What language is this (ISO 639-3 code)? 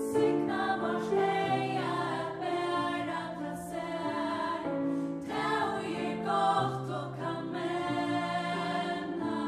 fao